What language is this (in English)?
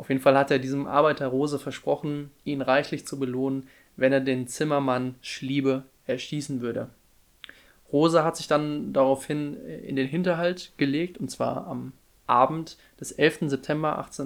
German